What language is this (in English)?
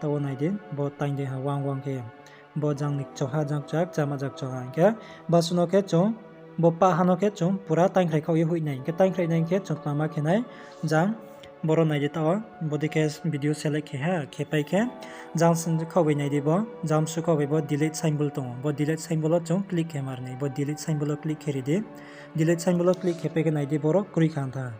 Riang (India)